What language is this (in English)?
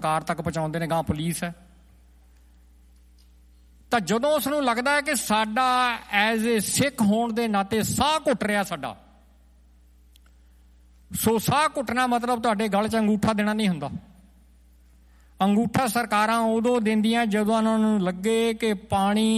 Punjabi